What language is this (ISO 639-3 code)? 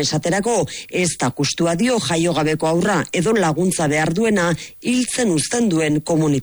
eus